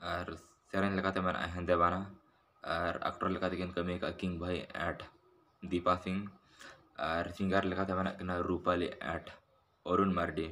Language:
Santali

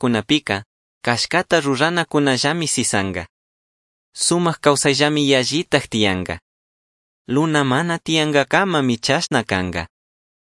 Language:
Chimborazo Highland Quichua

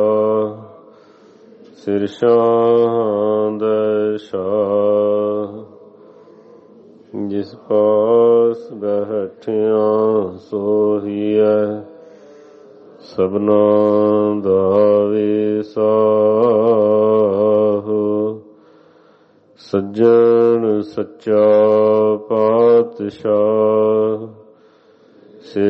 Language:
Punjabi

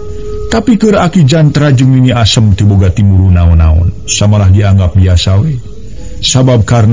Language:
Sundanese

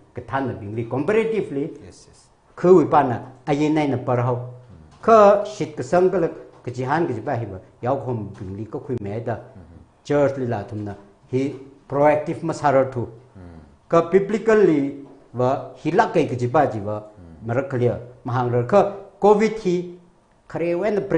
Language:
Tangkhul Naga (India)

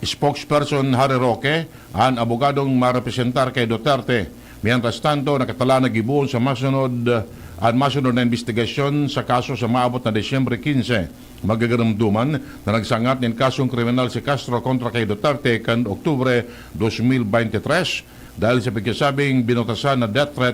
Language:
Bikol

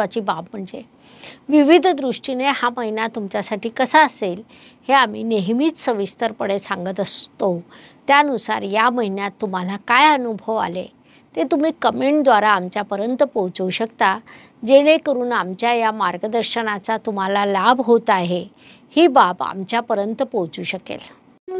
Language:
Marathi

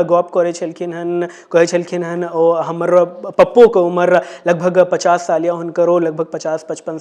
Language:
Maithili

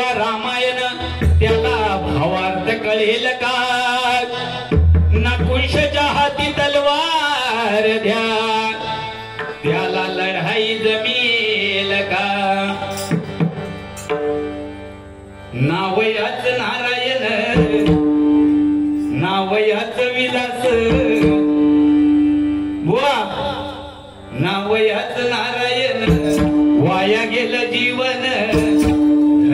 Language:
Marathi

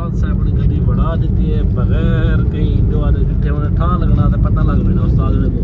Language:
Saraiki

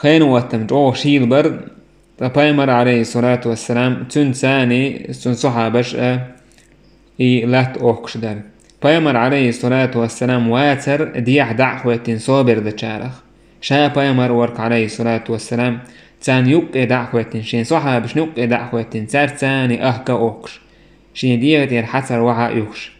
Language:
Chechen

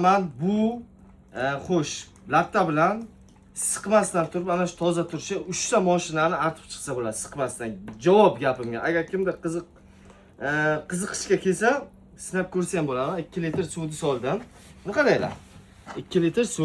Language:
Uzbek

